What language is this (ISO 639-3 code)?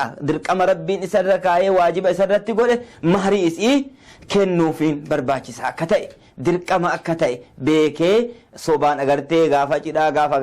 orm